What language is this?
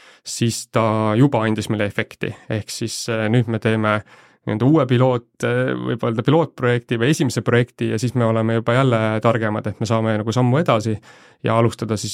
Estonian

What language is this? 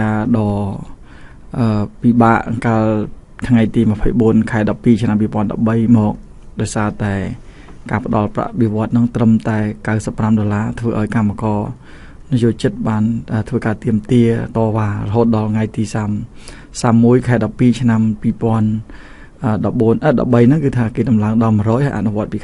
Khmer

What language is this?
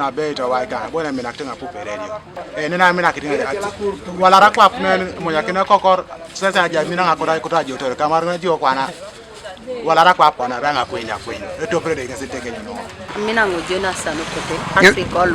Teso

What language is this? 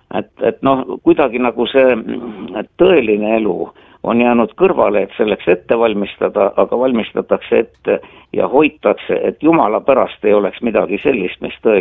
Estonian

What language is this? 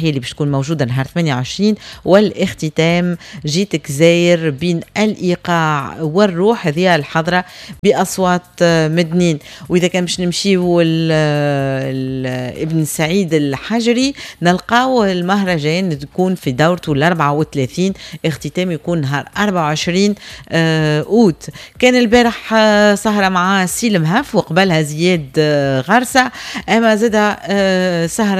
Tunisian Arabic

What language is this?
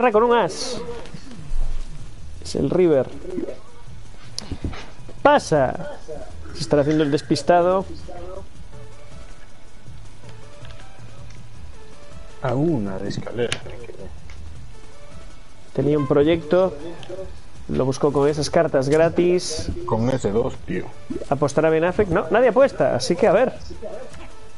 Spanish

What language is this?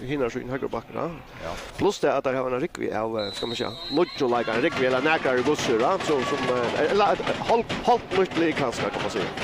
Faroese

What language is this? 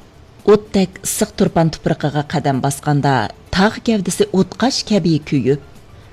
Uyghur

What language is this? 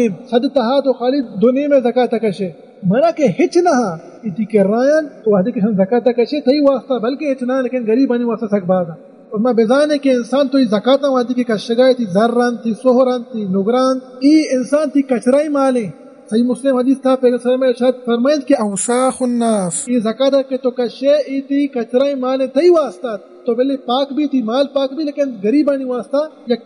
Baluchi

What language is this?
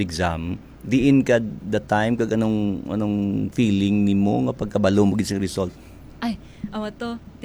Hiligaynon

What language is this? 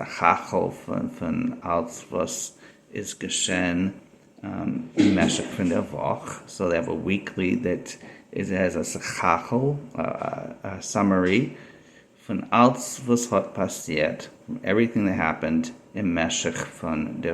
Yiddish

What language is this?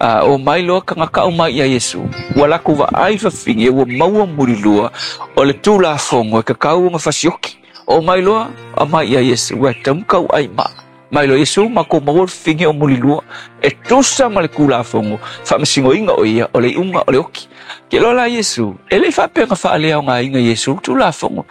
Samoan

